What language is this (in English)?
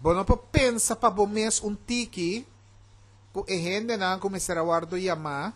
Papiamento